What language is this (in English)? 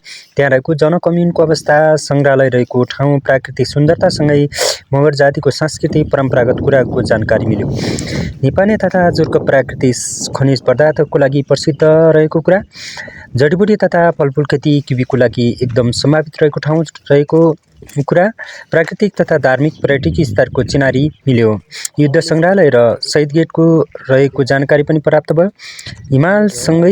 Nepali